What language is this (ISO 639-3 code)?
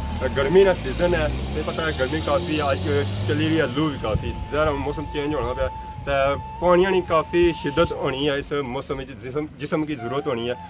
phr